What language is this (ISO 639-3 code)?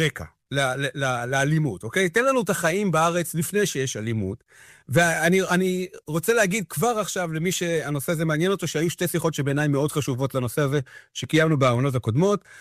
heb